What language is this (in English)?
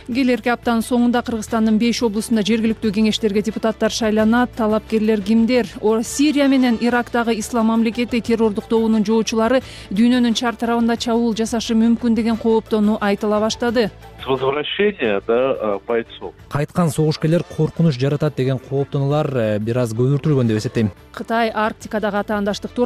Kyrgyz